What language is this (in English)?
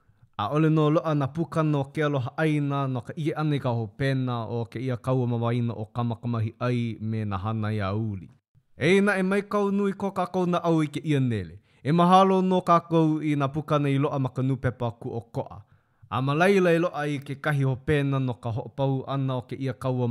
Hawaiian